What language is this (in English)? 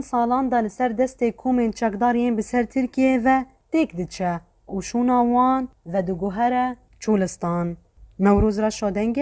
Kurdish